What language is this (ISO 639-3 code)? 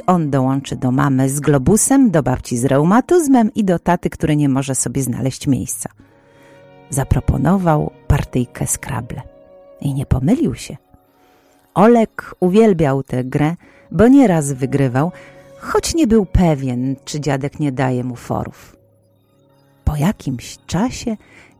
pol